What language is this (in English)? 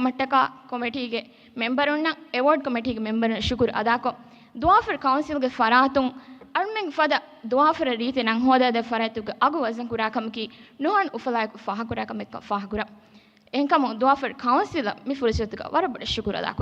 Divehi